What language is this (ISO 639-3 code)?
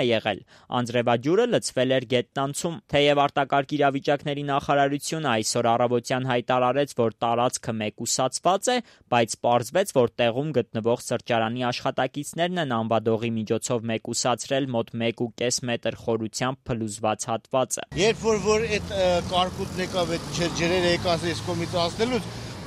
hye